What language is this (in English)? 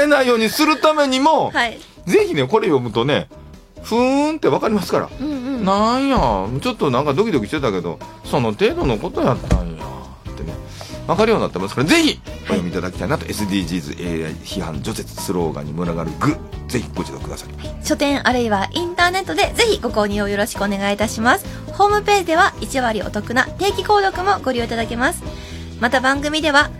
Japanese